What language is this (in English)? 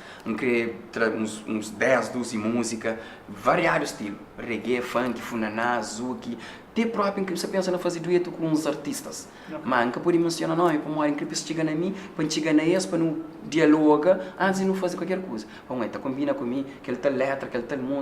Kabuverdianu